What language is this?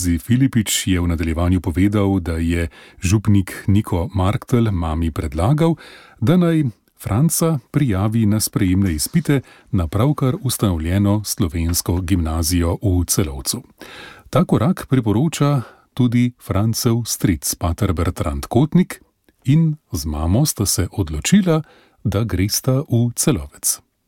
Slovenian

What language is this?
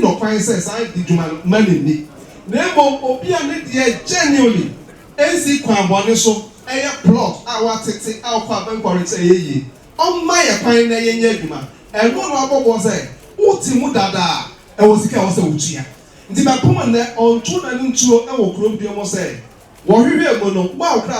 Akan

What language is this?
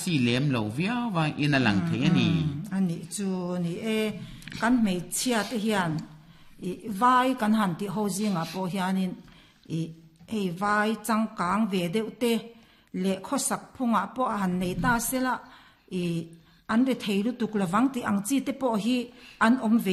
Mizo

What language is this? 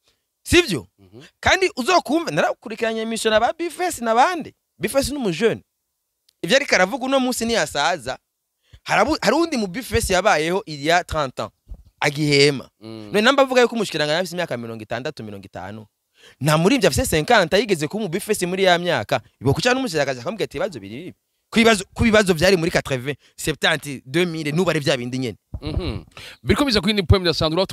Rundi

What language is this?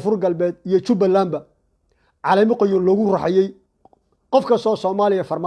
Somali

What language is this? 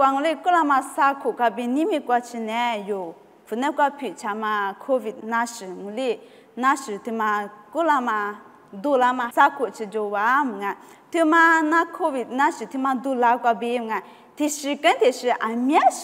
Lisu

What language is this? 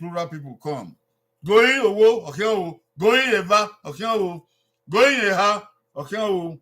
Bini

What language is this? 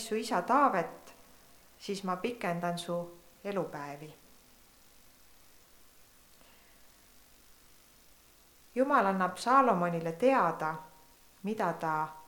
Estonian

